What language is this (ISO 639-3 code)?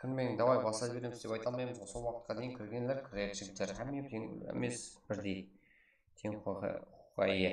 kaa